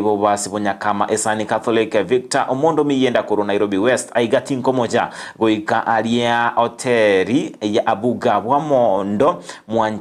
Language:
Gusii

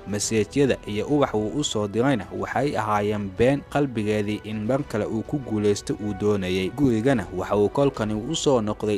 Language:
Somali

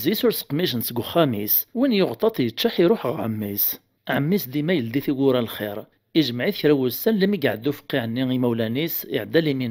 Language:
Kabyle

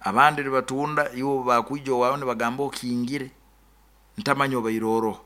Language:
Nyoro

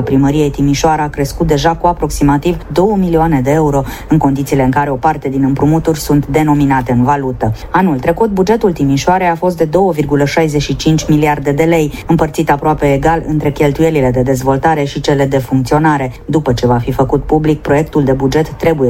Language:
Romanian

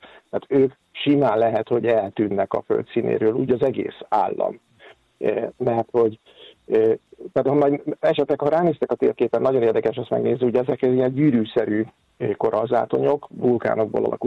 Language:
Hungarian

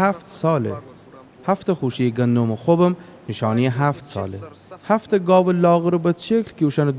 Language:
Gilaki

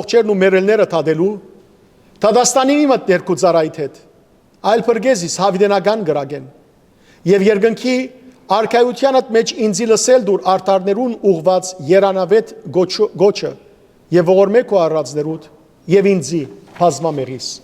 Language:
Western Armenian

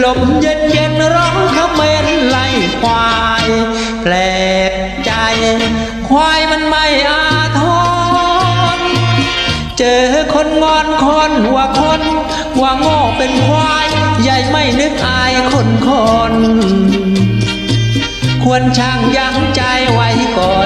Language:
Thai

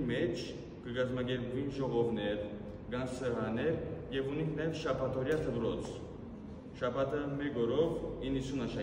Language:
Western Armenian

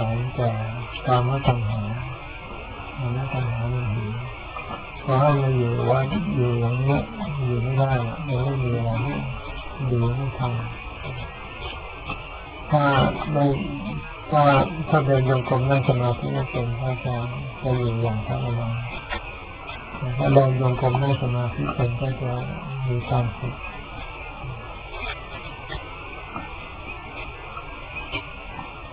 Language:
Thai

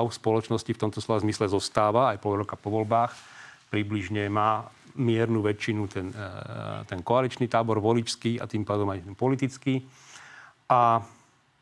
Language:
Slovak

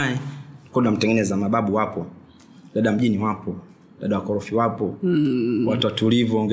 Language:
Swahili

